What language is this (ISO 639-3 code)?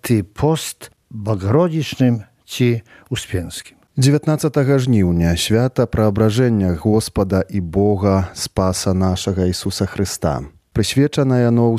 bel